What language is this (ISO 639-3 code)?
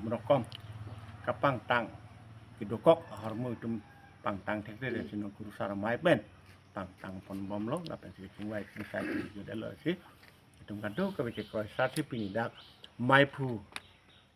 mjw